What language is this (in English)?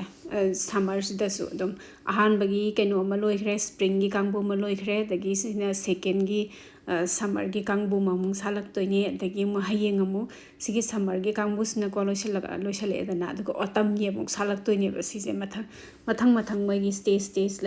Manipuri